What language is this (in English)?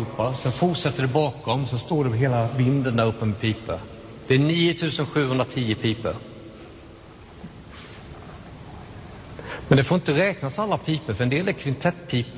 Swedish